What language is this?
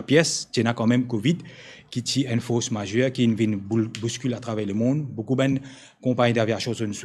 Morisyen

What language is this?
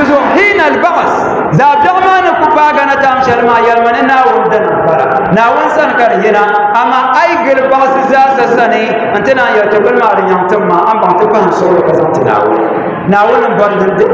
Dagbani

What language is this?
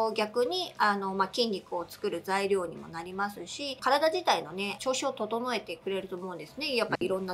Japanese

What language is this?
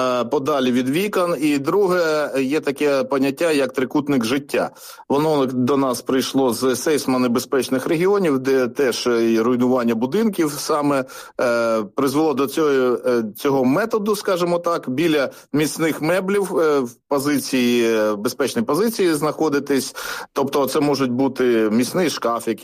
Ukrainian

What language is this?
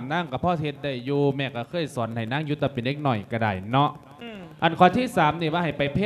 Lao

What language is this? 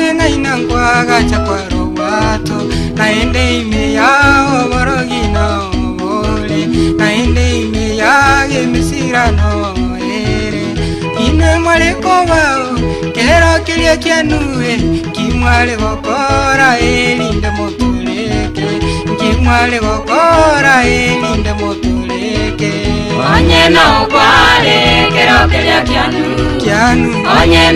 Gusii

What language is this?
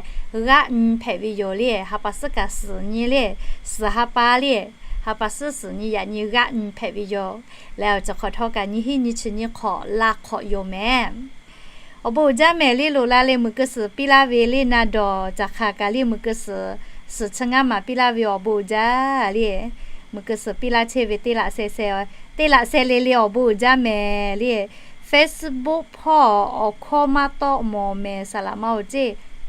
Lahu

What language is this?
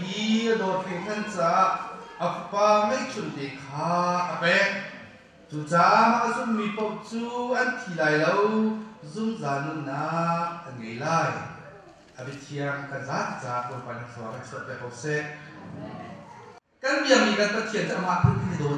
Hakha Chin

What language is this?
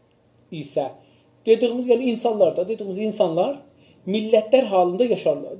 South Azerbaijani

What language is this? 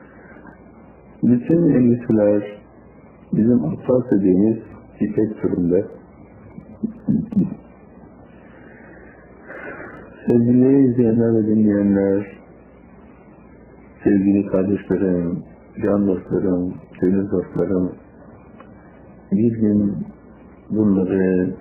Turkish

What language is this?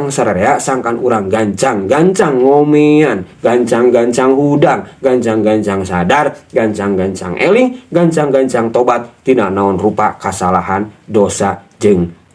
Sundanese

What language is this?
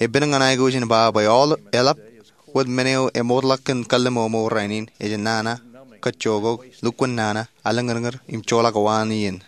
Marshallese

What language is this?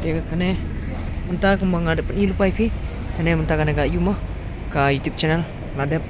Khasi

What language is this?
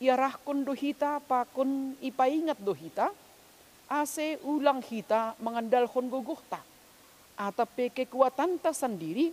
Batak Simalungun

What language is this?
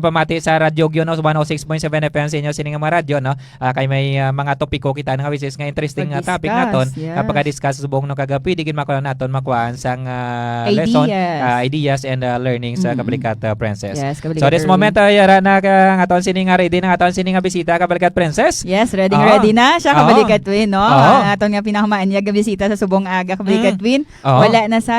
Hiligaynon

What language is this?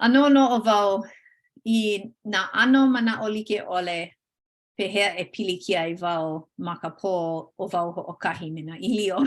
Hawaiian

